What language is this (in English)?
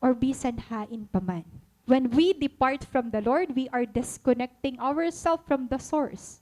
Waray